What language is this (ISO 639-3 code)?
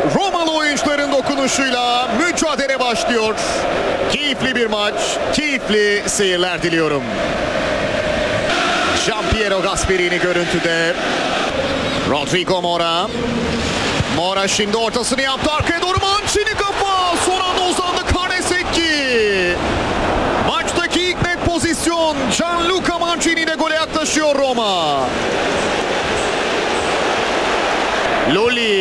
tur